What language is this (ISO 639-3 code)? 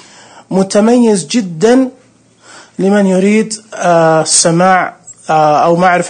ars